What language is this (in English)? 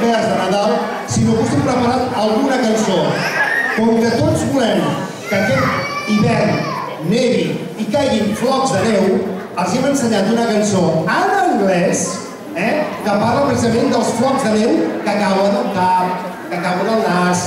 Catalan